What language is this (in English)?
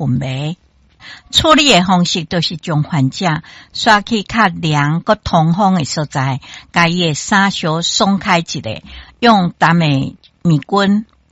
Min Nan Chinese